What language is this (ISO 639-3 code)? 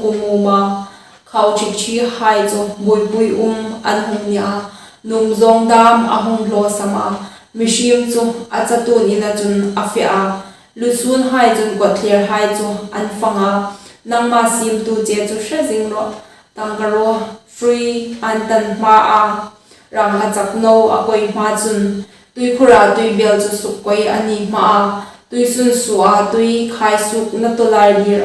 hmr